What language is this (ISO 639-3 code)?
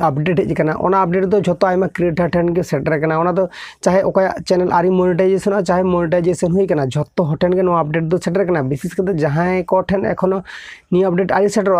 sat